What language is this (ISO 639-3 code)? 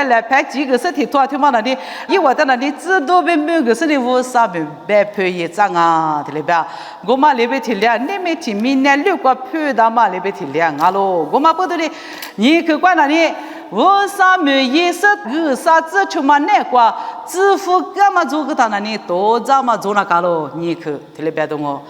lis